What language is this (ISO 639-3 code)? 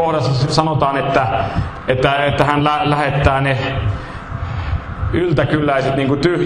fin